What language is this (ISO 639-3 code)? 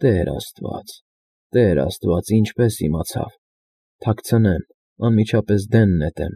hye